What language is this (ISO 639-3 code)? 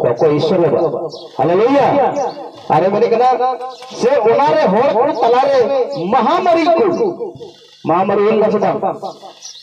sat